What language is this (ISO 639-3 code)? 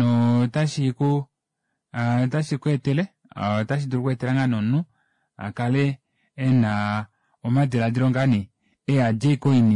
kua